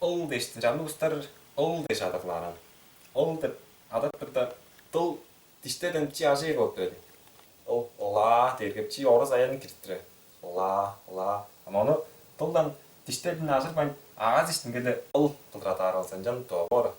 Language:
Tuvinian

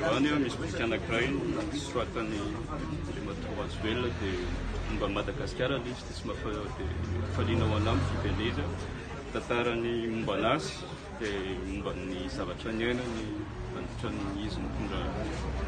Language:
Malagasy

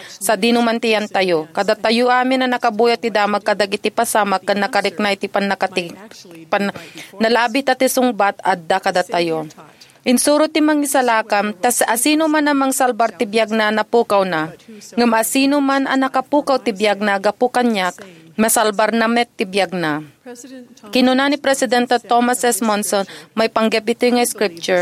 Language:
Iloko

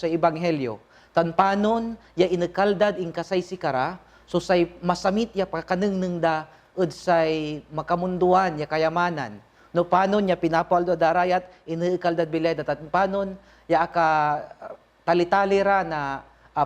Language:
Pangasinan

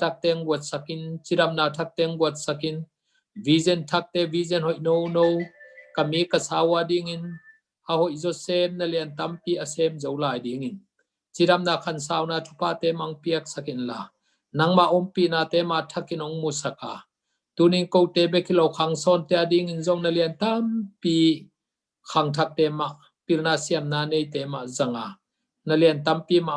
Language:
Tedim Chin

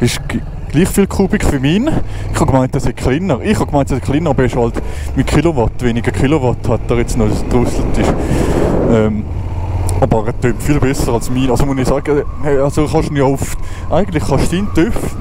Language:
Swiss German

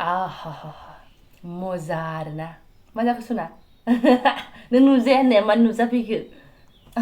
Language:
Bodo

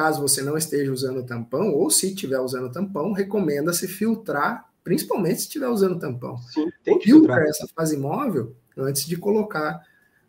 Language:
Portuguese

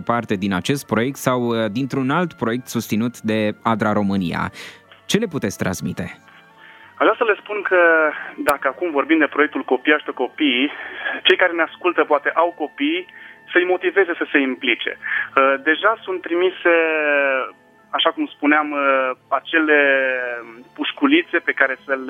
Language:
Romanian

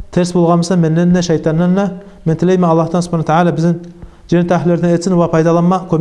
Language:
Kumyk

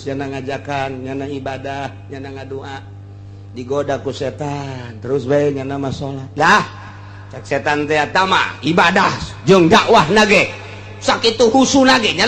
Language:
Sundanese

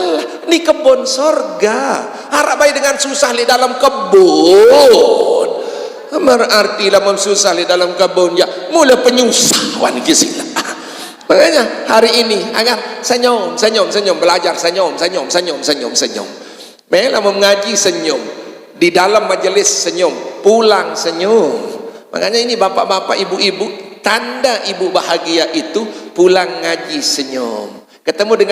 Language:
Sasak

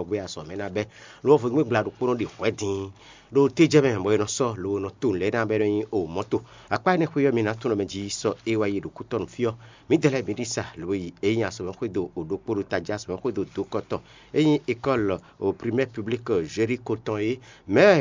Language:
Fon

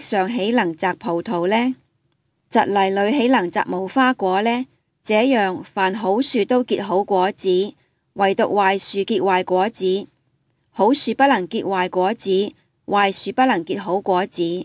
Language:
Cantonese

